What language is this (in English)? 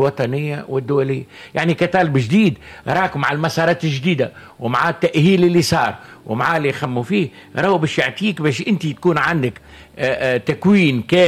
Tunisian Arabic